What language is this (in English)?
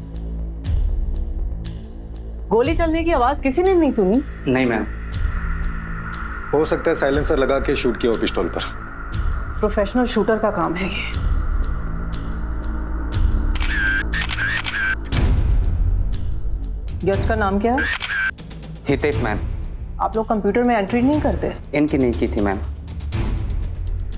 Hindi